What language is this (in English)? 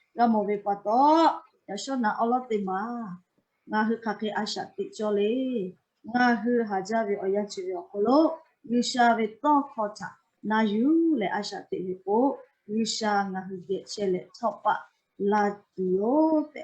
Lahu